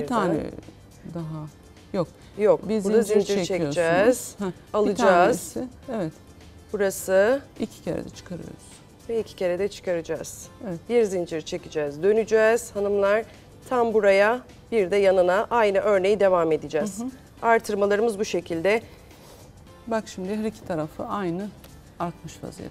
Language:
Turkish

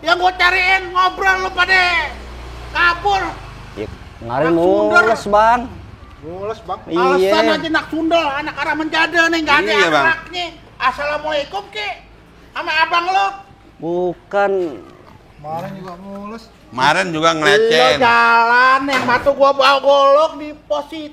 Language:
Betawi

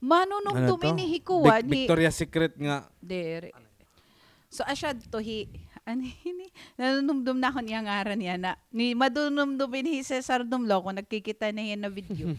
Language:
Waray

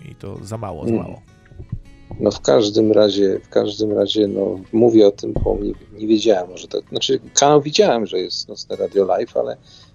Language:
Polish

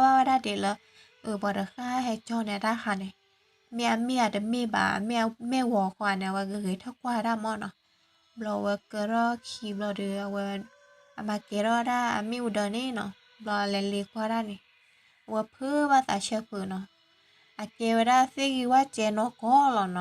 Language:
S'gaw Karen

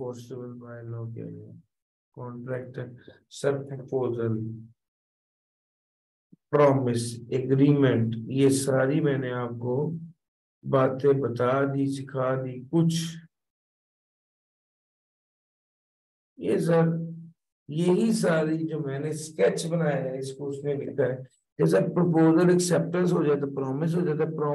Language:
Hindi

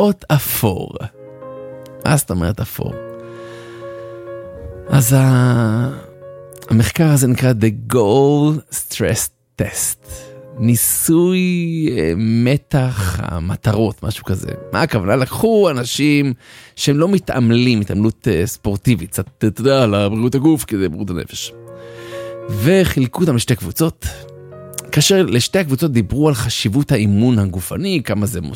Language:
Hebrew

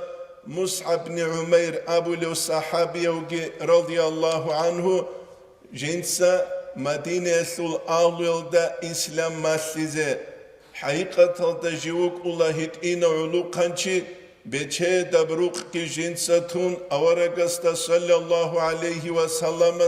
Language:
Avaric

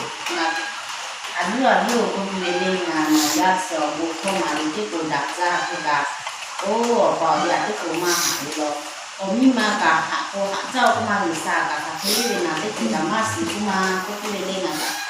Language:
Lahu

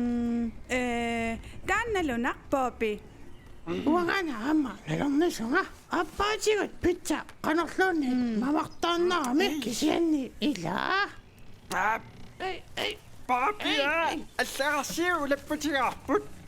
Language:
Kalaallisut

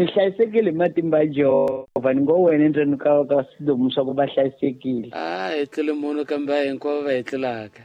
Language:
Tsonga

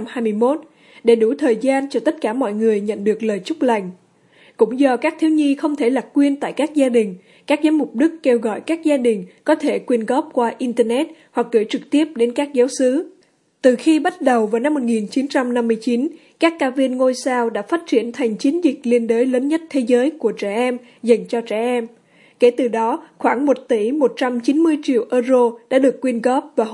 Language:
Vietnamese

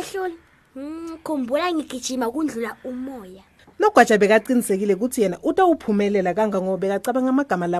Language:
Swati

